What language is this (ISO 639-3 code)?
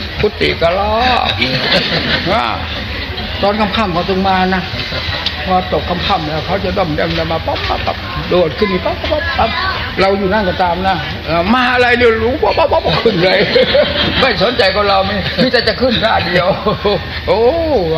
tha